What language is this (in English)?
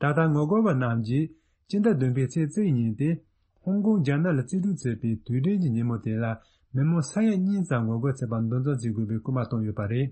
Tibetan